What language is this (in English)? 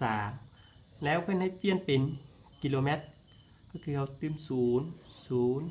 Lao